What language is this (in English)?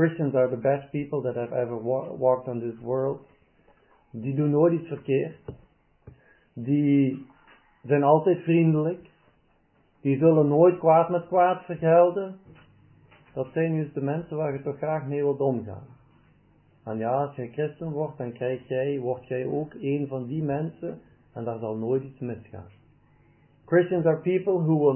Dutch